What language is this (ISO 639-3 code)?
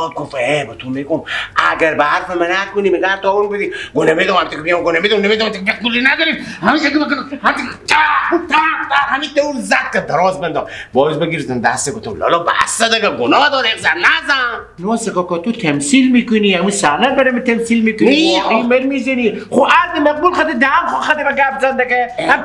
fas